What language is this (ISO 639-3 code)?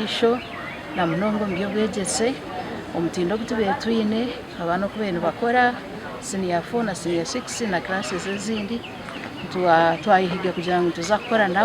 nyn